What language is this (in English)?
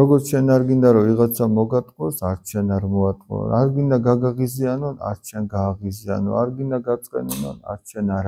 Georgian